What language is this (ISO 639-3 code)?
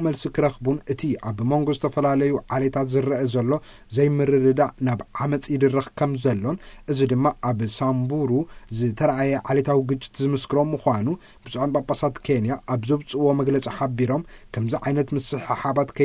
tir